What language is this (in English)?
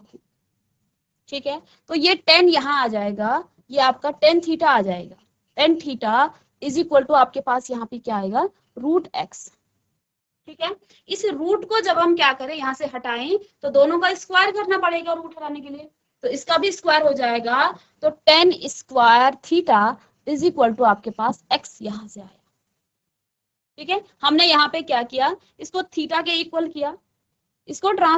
Hindi